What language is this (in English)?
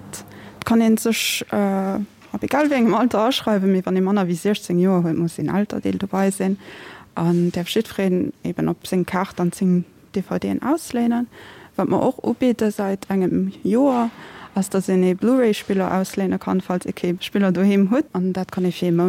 Luxembourgish